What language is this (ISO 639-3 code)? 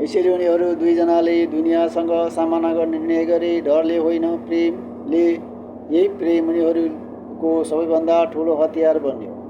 nep